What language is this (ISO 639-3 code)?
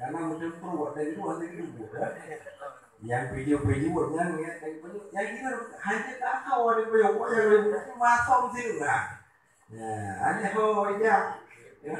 ace